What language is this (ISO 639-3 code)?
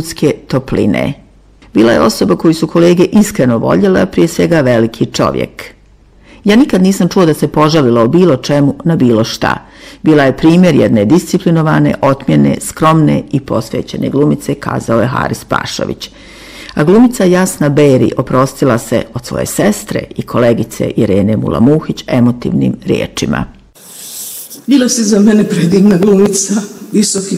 bos